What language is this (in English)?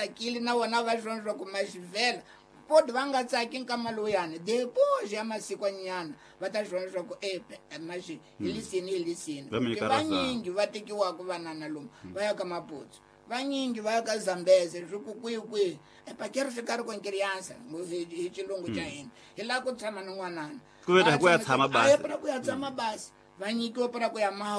Tsonga